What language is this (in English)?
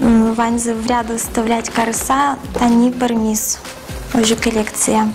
Udmurt